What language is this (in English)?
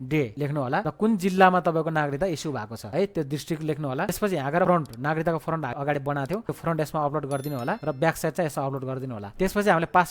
Nepali